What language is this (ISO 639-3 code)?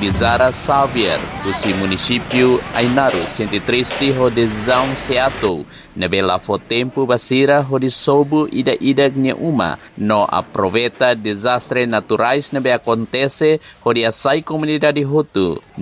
tet